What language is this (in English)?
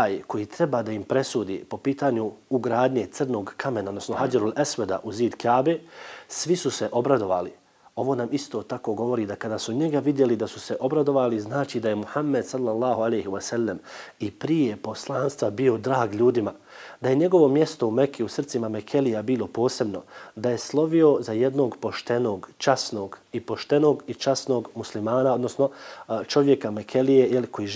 Bosnian